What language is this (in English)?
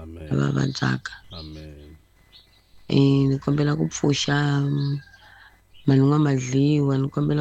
Tsonga